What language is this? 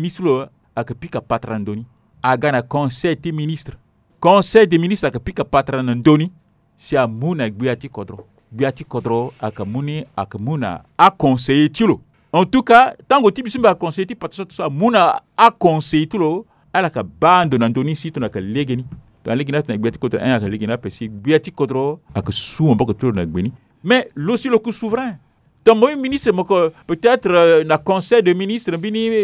Sango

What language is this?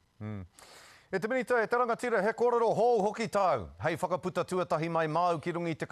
Māori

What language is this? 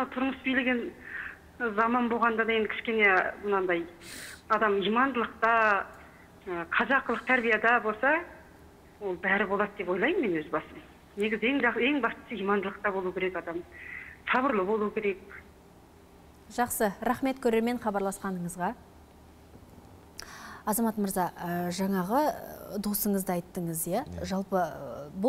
Kazakh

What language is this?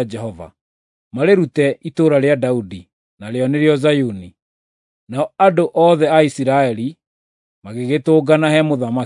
Kikuyu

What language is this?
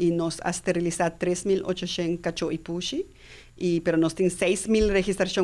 Papiamento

